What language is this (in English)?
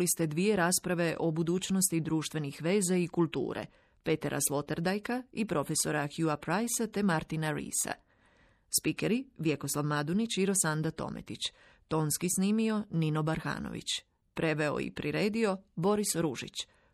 Croatian